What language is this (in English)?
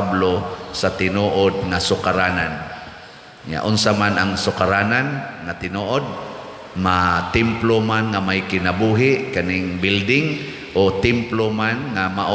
Cebuano